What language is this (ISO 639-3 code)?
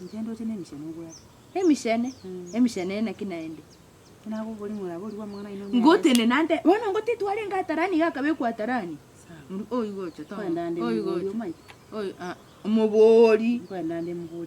guz